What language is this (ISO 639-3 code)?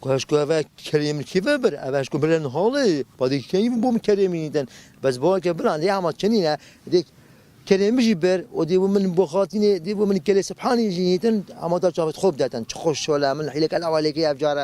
kur